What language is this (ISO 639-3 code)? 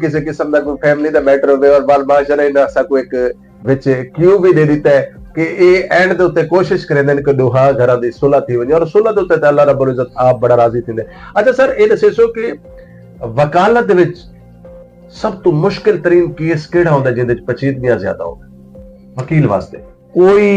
skr